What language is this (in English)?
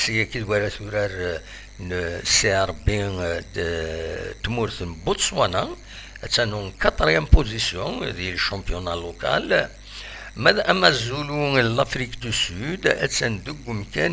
Kabyle